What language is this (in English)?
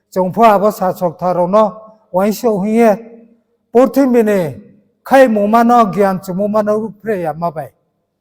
Riang (India)